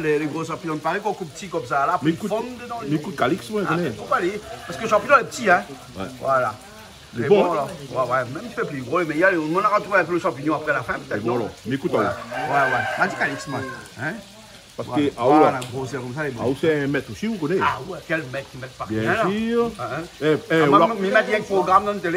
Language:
Réunion Creole French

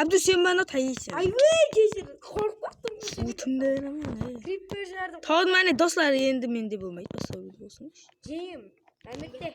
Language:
Kara-Kalpak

